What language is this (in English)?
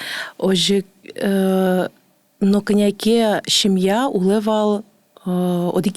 Udmurt